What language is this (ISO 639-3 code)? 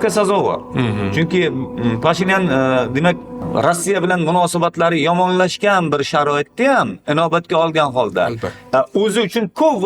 uzb